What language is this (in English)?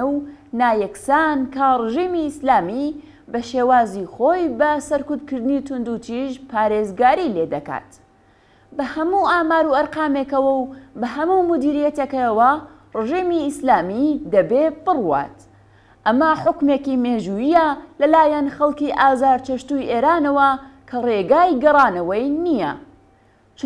Central Kurdish